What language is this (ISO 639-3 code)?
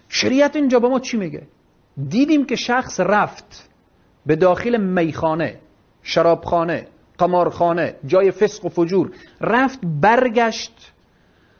fas